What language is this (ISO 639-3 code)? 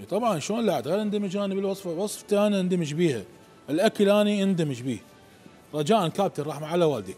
acm